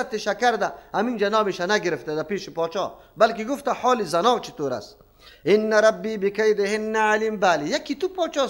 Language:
Persian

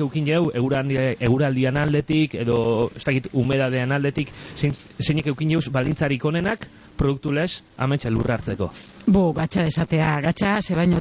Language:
Basque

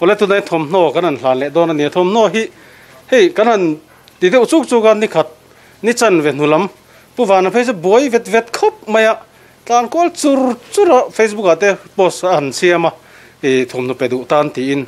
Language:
Mizo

